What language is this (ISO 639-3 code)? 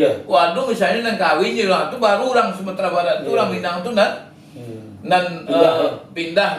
min